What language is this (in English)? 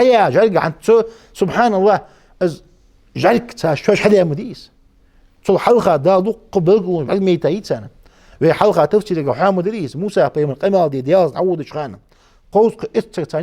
Ingush